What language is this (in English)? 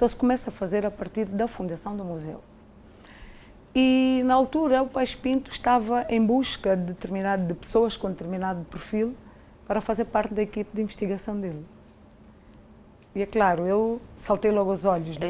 Portuguese